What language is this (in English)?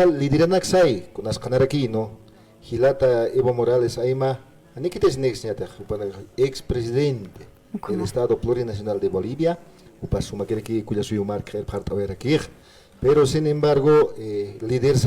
Aymara